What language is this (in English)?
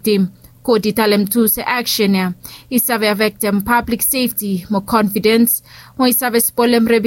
Bislama